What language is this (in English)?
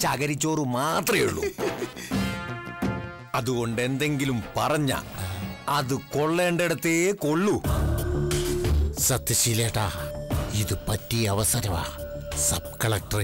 Malayalam